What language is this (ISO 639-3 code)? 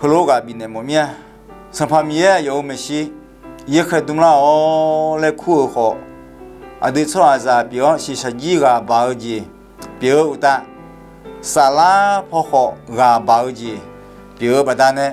ahk